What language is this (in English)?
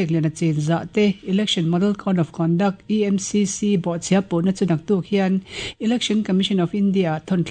Mizo